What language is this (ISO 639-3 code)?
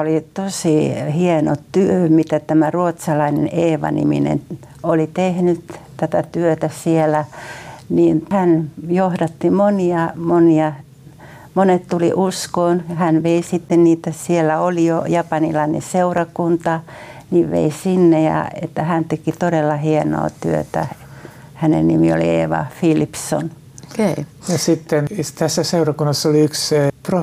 fin